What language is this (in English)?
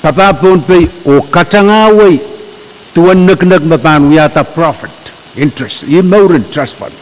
Pohnpeian